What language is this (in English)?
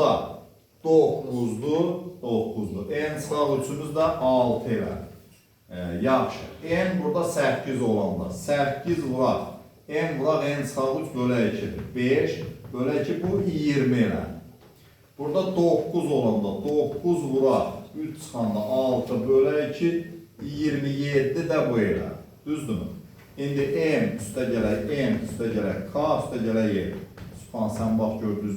Azerbaijani